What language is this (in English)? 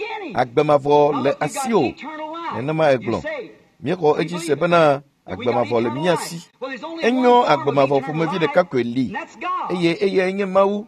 Ewe